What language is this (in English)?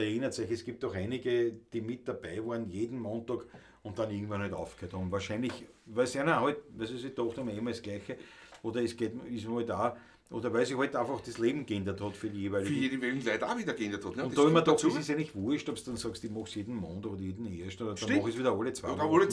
Bavarian